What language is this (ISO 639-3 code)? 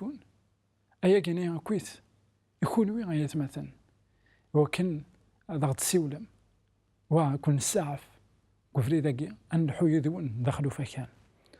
kab